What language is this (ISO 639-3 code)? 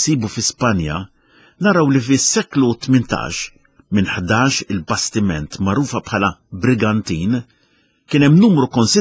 mlt